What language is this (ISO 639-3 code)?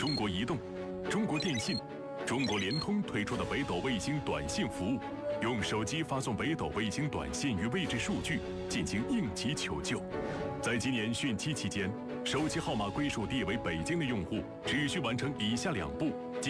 zho